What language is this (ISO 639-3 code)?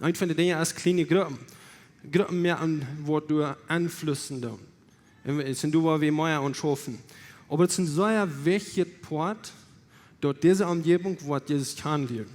pdt